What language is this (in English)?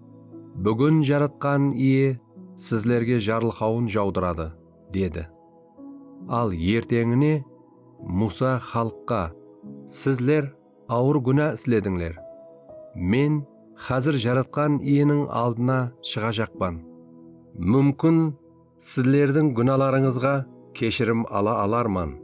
Kara-Kalpak